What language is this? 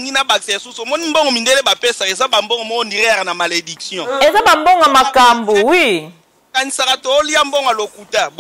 Lingala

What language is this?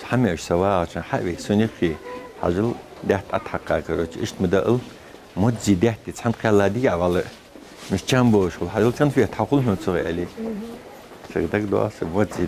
Ingush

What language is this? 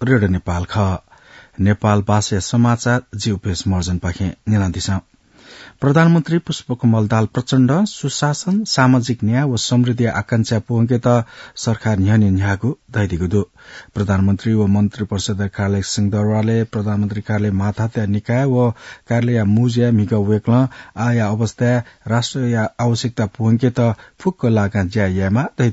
Newari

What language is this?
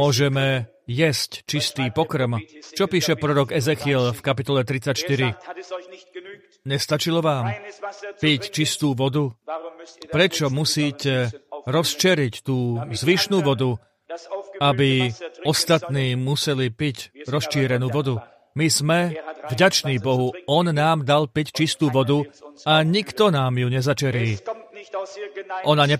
Slovak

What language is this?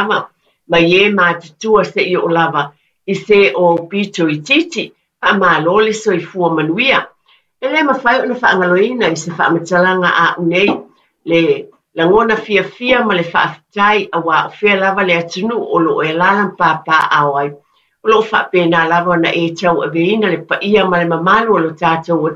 Samoan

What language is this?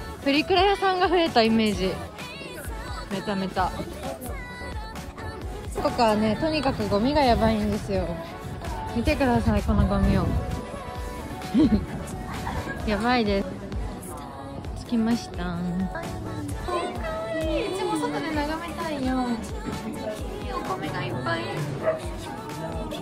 Japanese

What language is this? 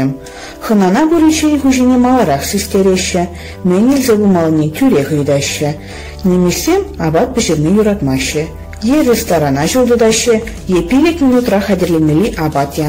Chuvash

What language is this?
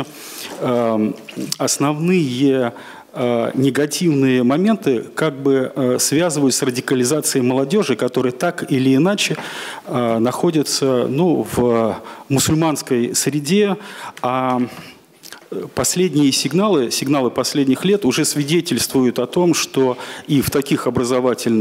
Russian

